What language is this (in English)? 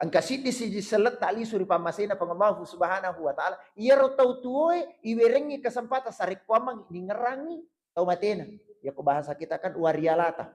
Buginese